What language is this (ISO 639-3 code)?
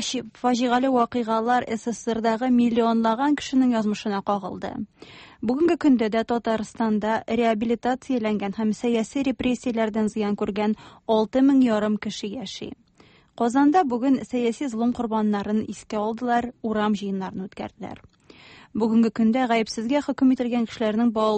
tat